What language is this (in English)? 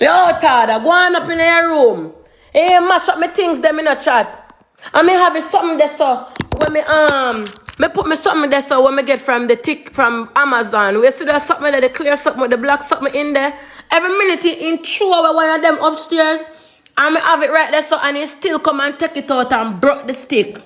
Jamaican Creole English